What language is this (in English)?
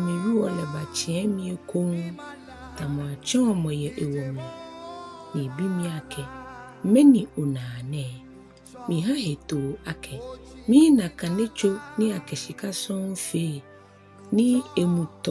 Ga